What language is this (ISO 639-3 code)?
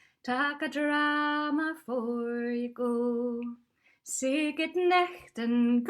sco